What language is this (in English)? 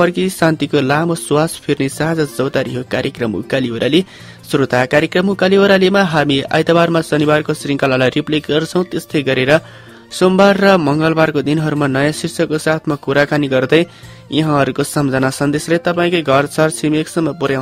Nepali